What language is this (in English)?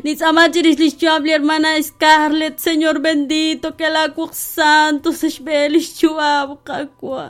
Kekchí